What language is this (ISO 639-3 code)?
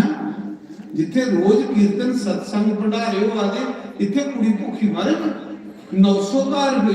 doi